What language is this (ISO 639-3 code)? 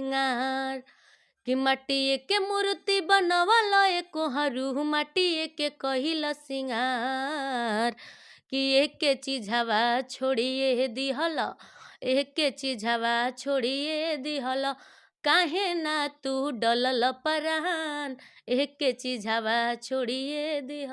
bho